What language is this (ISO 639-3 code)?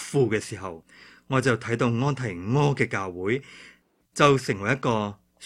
yue